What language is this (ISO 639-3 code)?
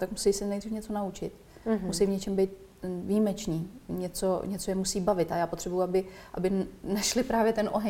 ces